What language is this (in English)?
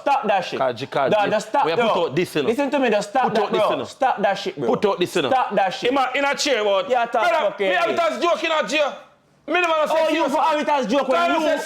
Jamaican Creole English